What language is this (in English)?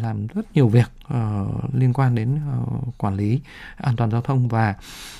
Vietnamese